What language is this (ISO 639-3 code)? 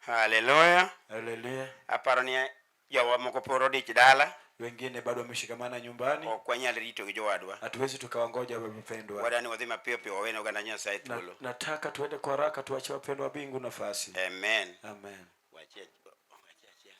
luo